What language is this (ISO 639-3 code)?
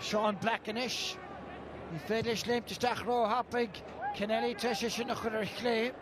gle